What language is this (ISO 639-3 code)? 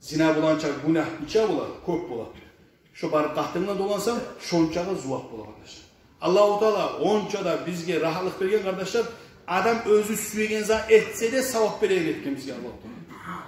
kum